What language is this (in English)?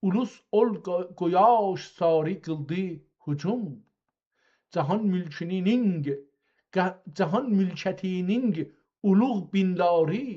South Azerbaijani